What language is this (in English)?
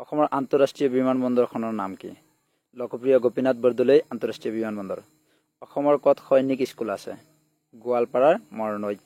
Assamese